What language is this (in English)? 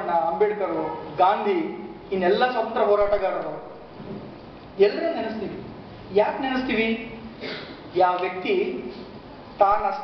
Kannada